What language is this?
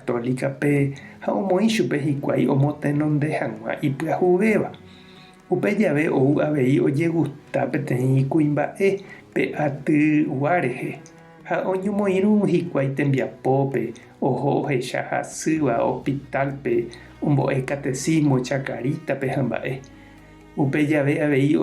Guarani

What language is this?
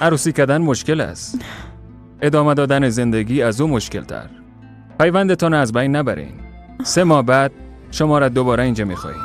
Persian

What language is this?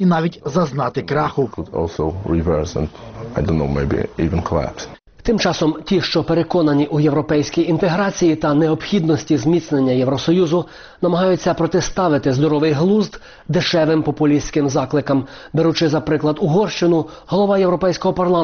Ukrainian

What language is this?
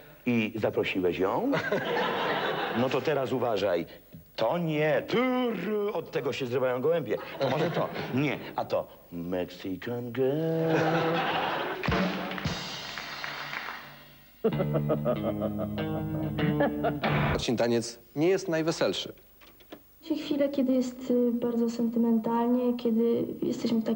Polish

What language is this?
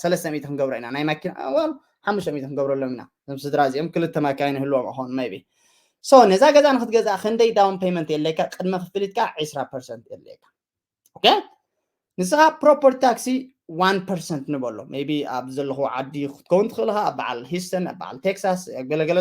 Tigrinya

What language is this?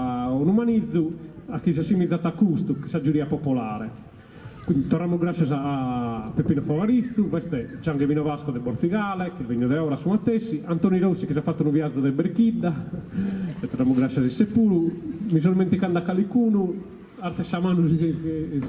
Sardinian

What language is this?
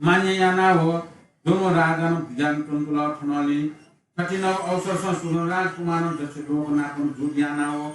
Newari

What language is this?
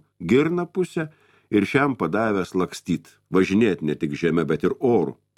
Lithuanian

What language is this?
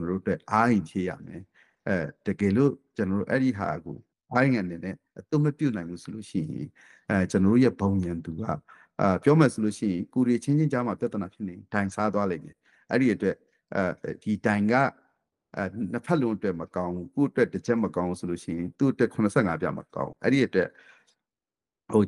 Burmese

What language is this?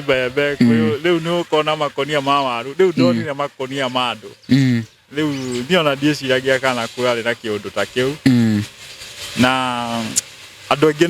Kikuyu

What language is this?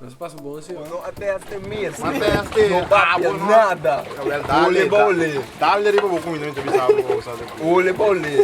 Papiamento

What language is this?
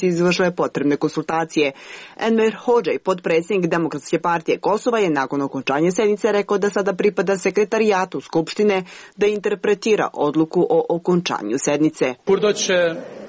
Serbian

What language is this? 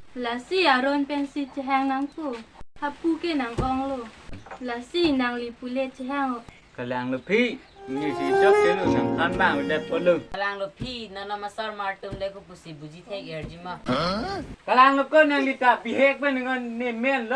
Karbi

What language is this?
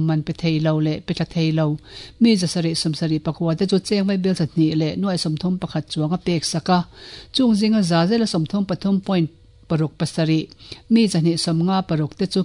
Mizo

